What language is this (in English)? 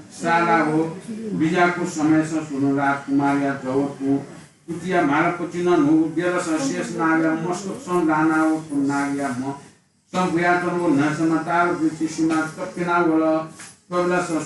Newari